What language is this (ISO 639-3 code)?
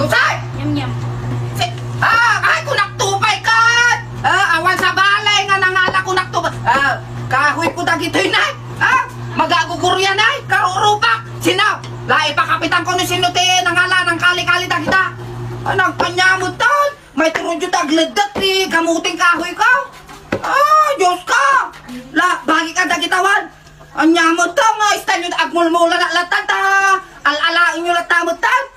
ilo